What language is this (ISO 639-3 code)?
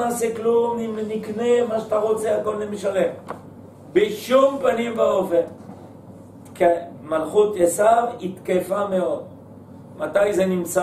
heb